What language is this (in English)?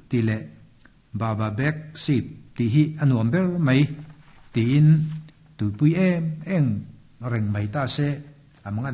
Mizo